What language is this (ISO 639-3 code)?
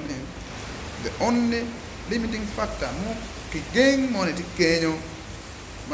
ach